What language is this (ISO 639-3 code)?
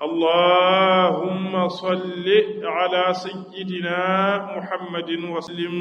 ful